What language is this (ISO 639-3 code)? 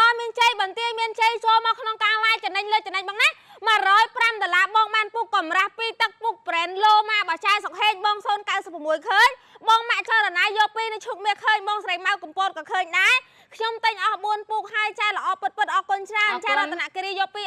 khm